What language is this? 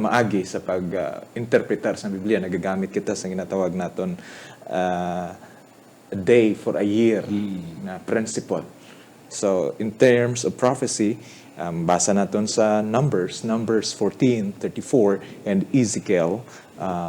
Hiligaynon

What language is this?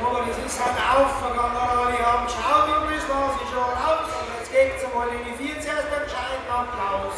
Bavarian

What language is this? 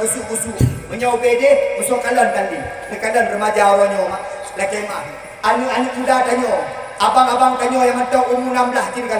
Achinese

